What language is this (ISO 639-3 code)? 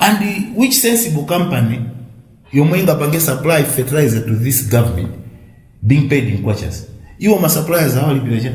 nya